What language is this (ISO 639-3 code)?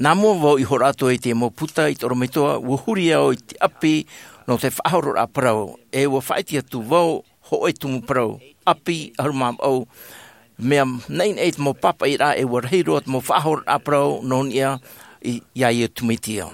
tah